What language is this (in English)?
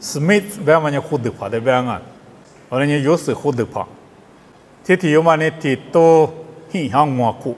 Lisu